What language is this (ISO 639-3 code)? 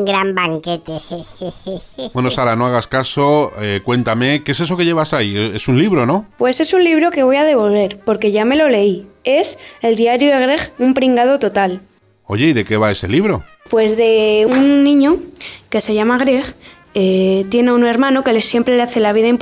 spa